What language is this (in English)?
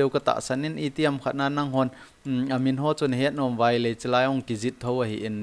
Thado Chin